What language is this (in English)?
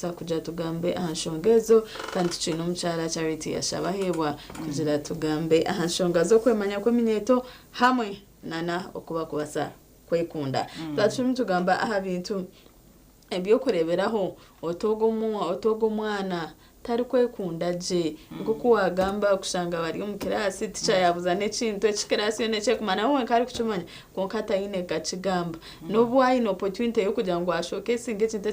Nyankole